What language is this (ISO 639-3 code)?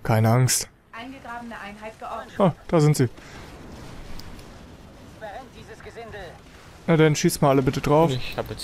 deu